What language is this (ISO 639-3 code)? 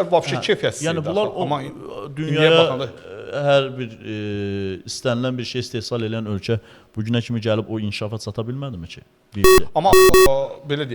aze